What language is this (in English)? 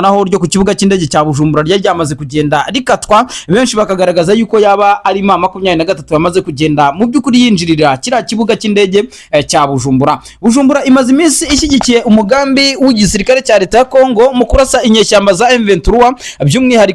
Kinyarwanda